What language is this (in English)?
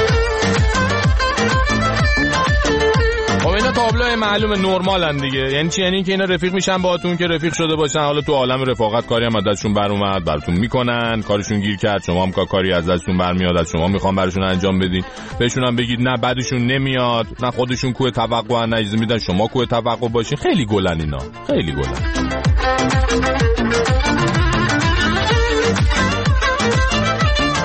Persian